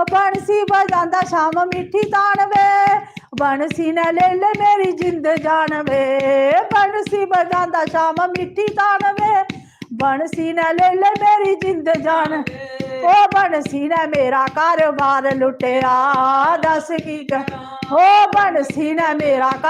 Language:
Dogri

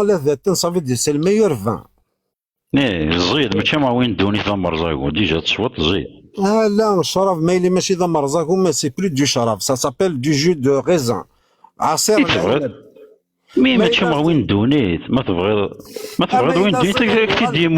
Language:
Kabyle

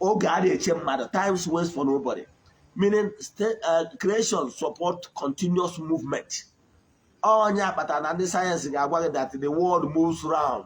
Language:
Igbo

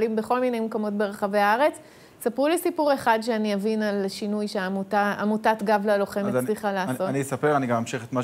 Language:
Hebrew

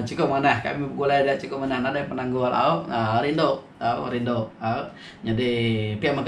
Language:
Iban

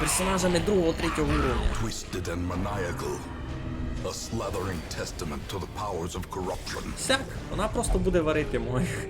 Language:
Rusyn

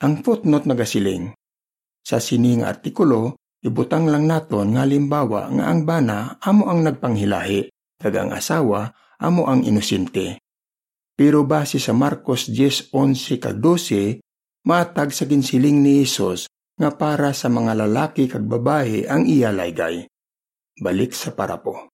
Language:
Hiligaynon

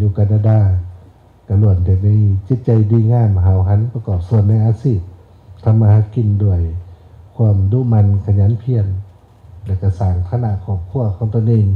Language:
Lao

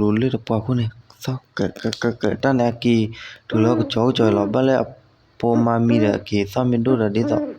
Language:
S'gaw Karen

